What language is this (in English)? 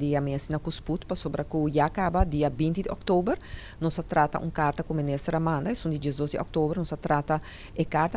Papiamento